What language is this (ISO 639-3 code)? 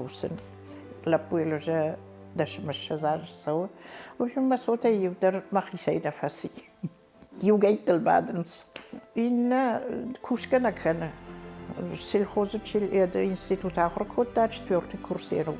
oss